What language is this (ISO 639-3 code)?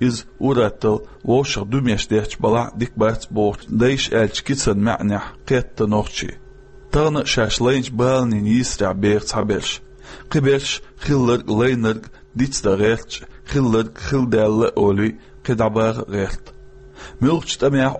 che